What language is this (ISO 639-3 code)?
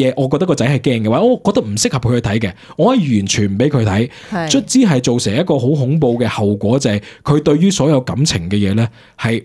yue